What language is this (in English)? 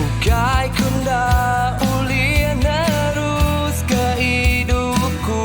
Iban